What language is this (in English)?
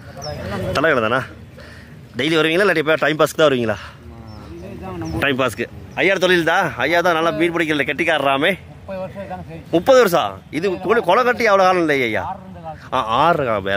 Tamil